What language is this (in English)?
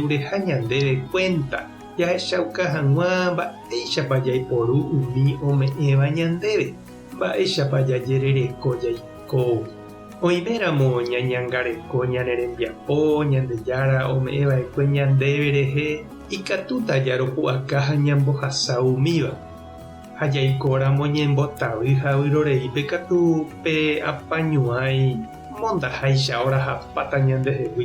Guarani